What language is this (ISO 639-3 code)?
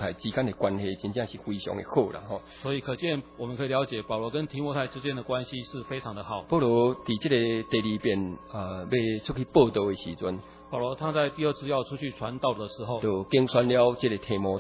nan